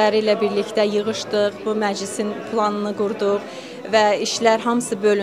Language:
Azerbaijani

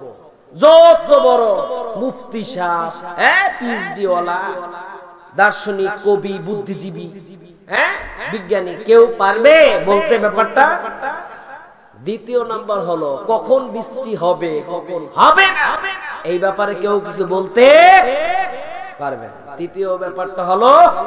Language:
Bangla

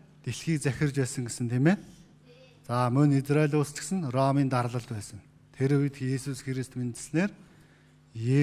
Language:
Mongolian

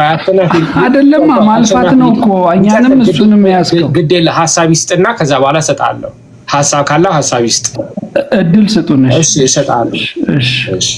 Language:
Amharic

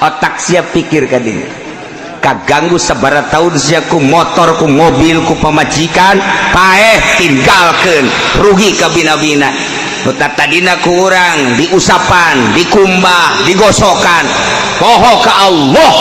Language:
Sundanese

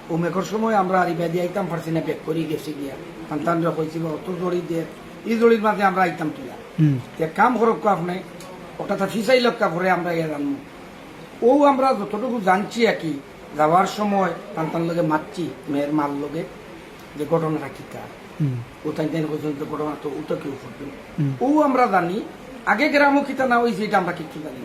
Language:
Sylheti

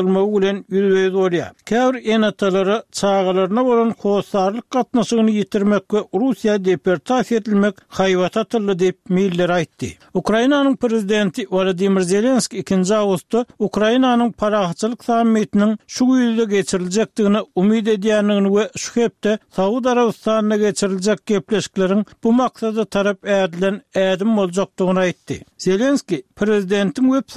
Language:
Turkmen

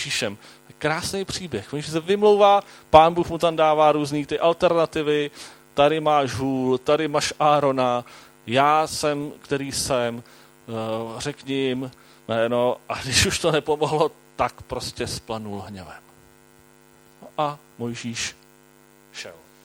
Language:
Czech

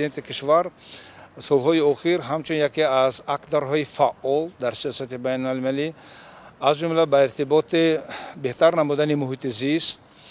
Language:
Tajik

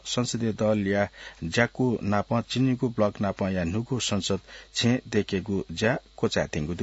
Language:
Newari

